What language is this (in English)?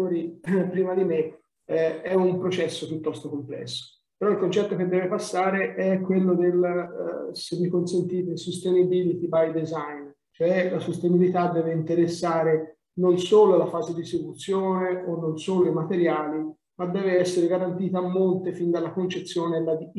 Italian